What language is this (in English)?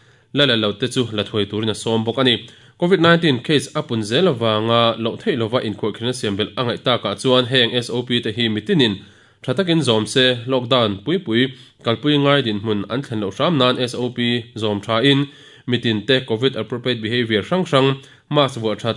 Mizo